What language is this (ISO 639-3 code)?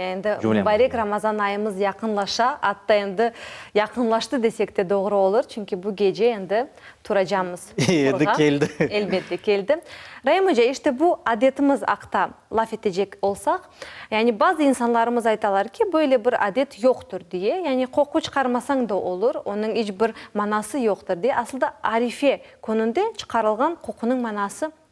crh